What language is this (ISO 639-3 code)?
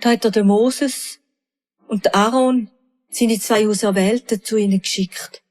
gsw